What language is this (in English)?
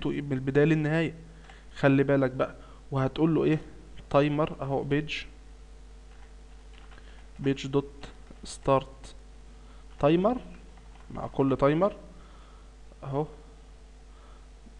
Egyptian Arabic